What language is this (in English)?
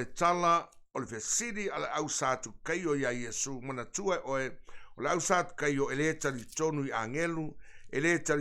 Samoan